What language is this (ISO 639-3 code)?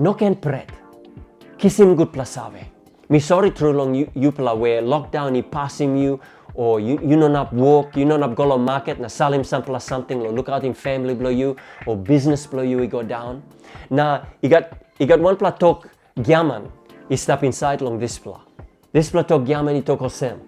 tpi